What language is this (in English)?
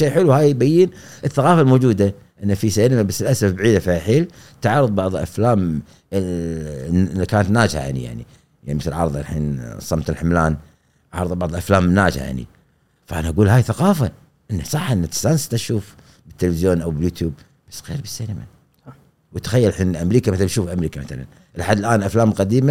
Gulf Arabic